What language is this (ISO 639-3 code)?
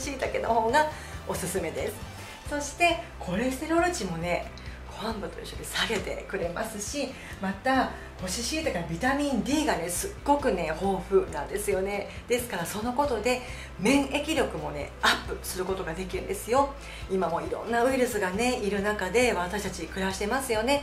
jpn